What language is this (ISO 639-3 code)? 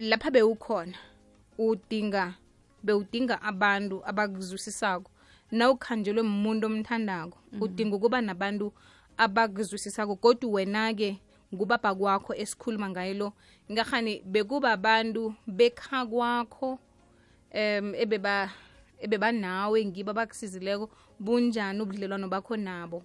nbl